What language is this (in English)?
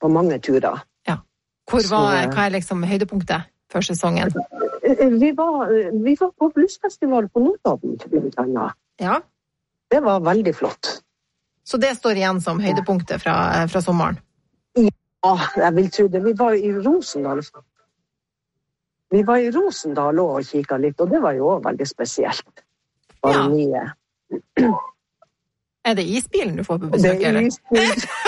Norwegian